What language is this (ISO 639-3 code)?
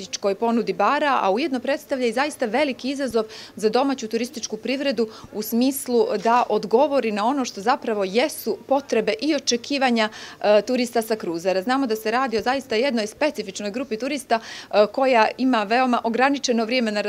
bos